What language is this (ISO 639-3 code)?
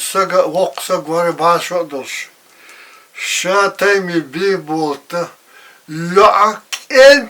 che